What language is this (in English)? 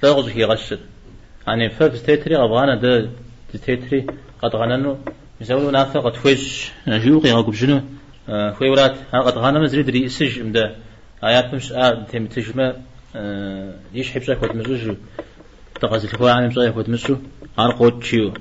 Kabardian